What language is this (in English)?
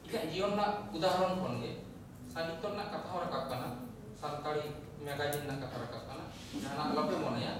Santali